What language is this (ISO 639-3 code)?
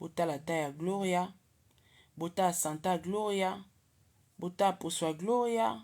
lin